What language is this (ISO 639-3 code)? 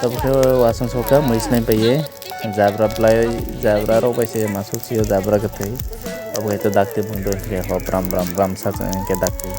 trp